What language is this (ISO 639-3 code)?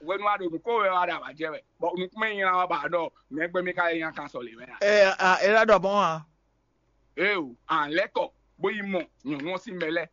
fon